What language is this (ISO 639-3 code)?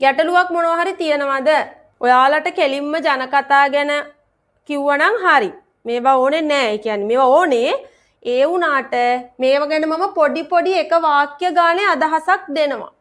sin